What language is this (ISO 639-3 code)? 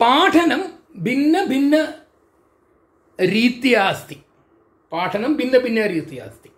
san